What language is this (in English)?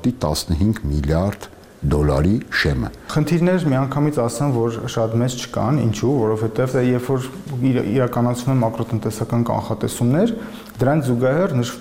Armenian